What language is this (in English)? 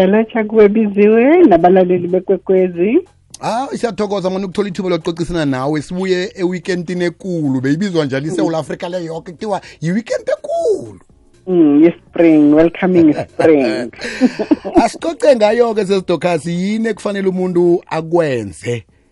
South Ndebele